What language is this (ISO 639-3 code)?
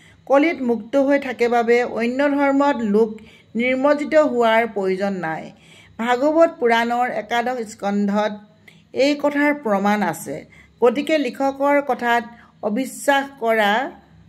asm